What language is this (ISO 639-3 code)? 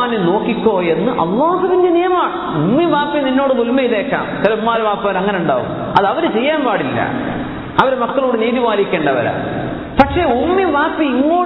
mal